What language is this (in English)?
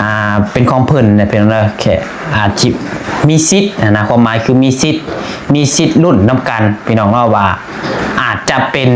Lao